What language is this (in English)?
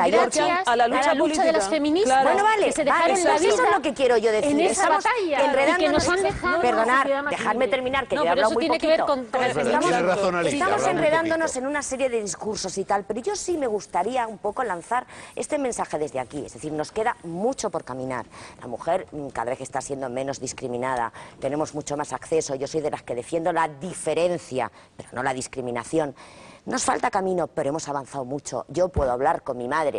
Spanish